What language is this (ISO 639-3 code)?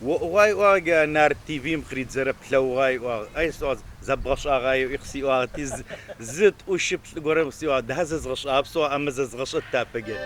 ady